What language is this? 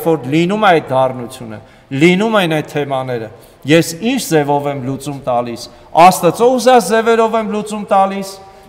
Armenian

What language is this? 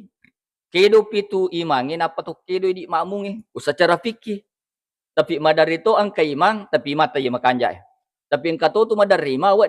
Buginese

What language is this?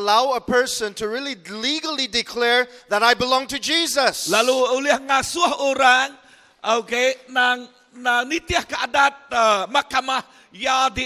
Iban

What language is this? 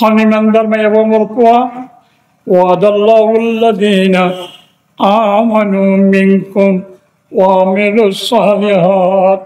Rohingya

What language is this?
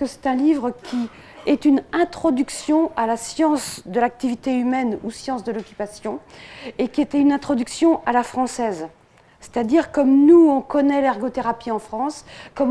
French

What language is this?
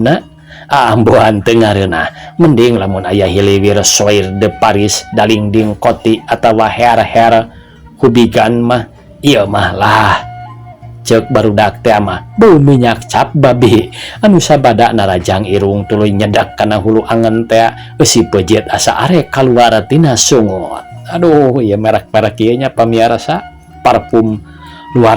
Sundanese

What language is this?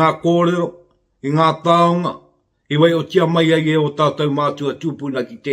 Māori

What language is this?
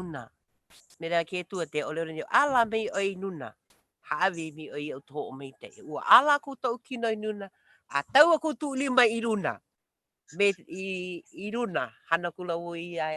Hawaiian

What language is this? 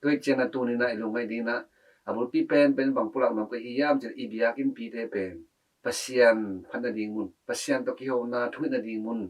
Tedim Chin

